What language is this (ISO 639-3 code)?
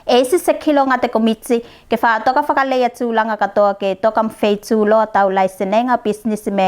tvl